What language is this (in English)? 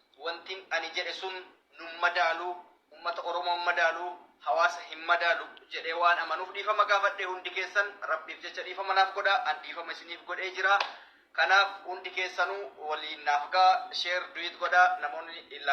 Oromo